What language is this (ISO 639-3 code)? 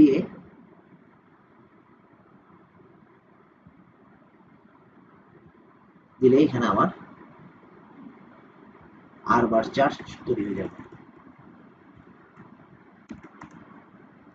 ben